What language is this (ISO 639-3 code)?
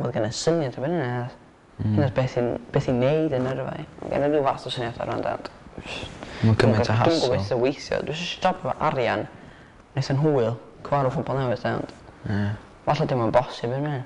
cym